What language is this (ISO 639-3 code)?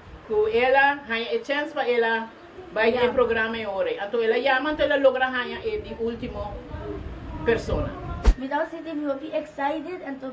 pap